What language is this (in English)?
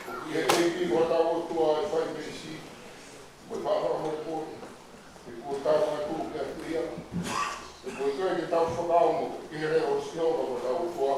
Tongan